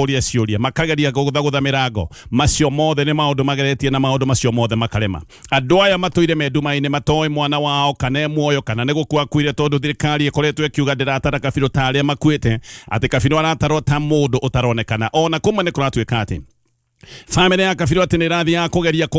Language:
Kikuyu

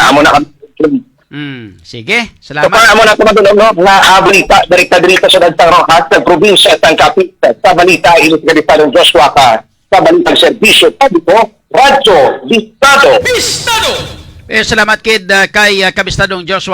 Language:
Hiligaynon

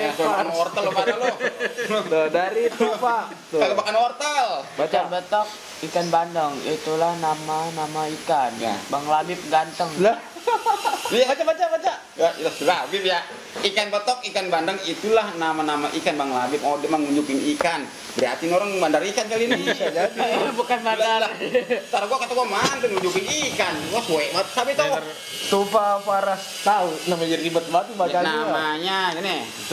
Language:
Betawi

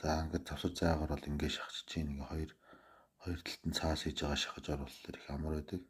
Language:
Mongolian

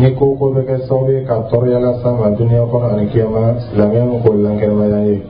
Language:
Dyula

